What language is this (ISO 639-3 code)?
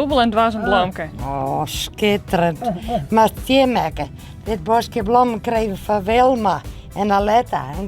fry